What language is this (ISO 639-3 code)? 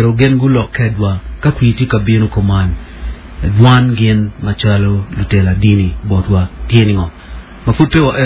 ach